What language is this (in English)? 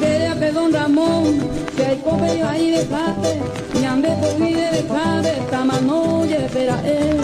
Guarani